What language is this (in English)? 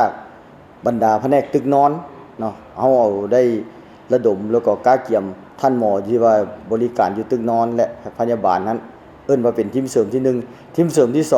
Lao